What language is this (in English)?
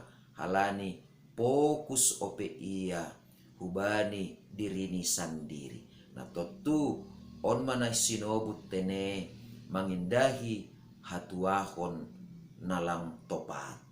Batak Simalungun